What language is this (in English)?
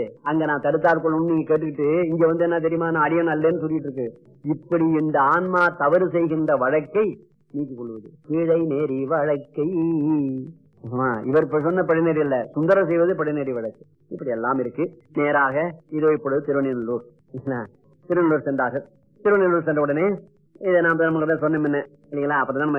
Tamil